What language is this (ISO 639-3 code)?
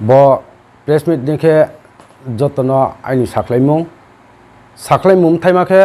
ria